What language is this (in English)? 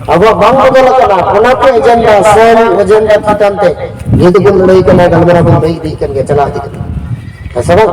Santali